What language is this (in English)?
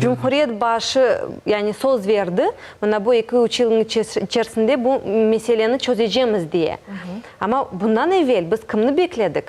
Crimean Tatar